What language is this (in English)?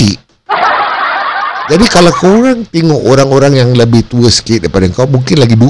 Malay